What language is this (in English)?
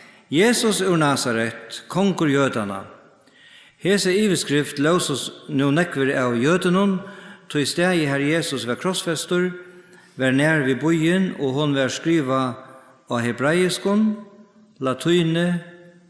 Faroese